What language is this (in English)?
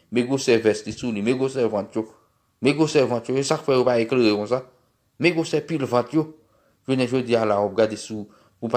Haitian Creole